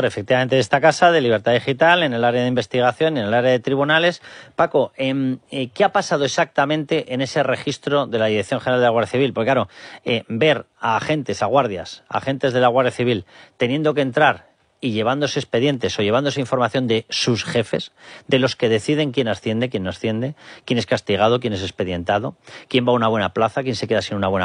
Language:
Spanish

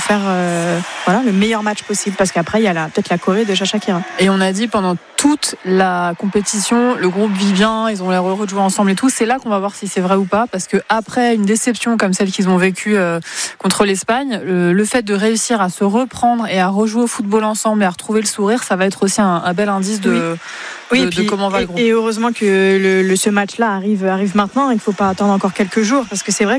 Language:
French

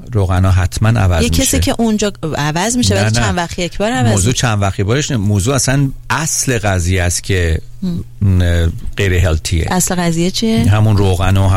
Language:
Persian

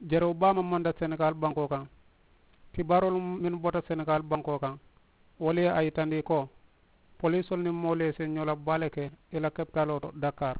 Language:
Mandingo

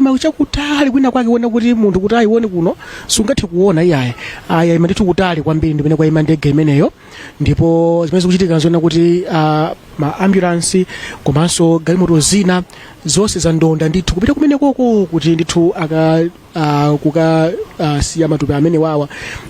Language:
Nyanja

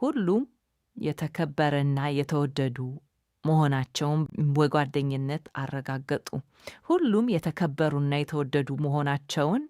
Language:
Amharic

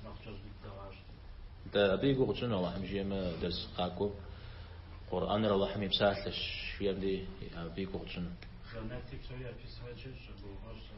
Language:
Kabardian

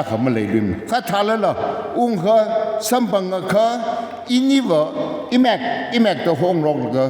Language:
Tangkhul Naga (India)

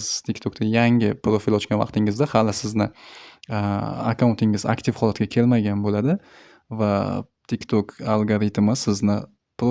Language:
Uzbek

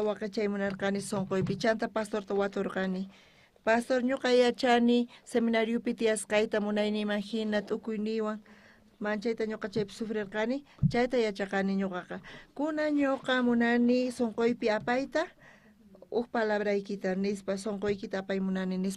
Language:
South Bolivian Quechua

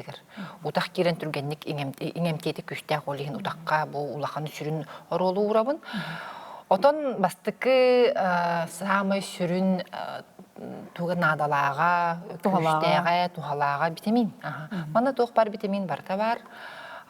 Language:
Yakut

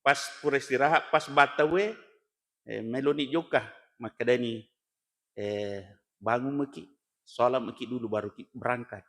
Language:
Buginese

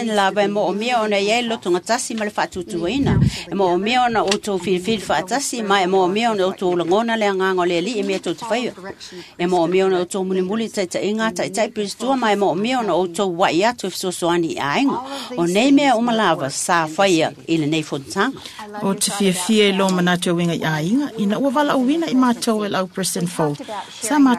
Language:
Samoan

